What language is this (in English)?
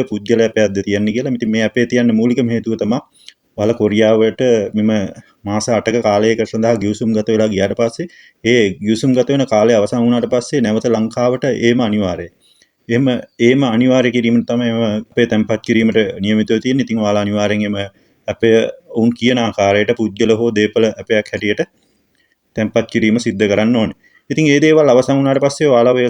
Sinhala